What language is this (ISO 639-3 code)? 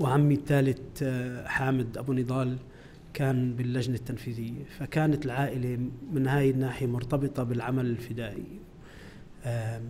apc